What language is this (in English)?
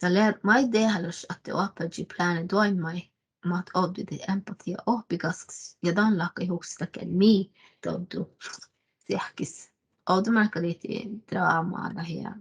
Northern Sami